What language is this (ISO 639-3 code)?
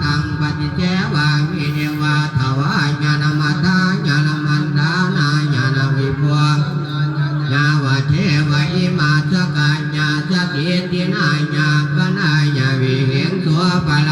pli